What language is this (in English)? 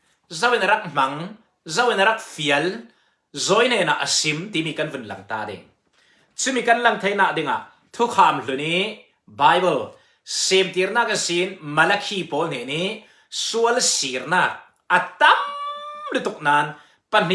Falam Chin